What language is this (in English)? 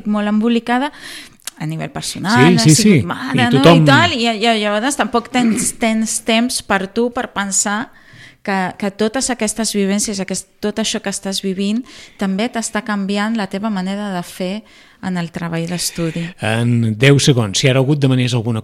Catalan